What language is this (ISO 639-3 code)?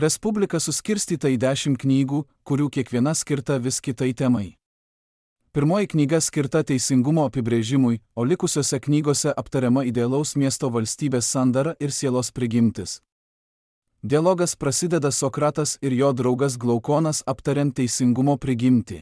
lit